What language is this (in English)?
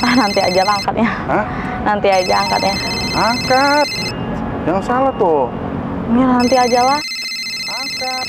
Musi